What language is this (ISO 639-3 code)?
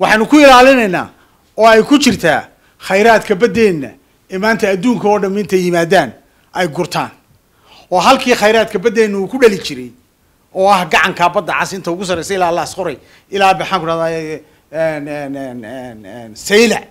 som